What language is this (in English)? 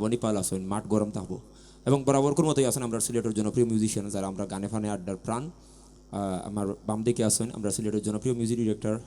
Sylheti